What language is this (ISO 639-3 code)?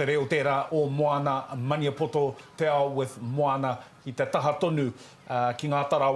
mri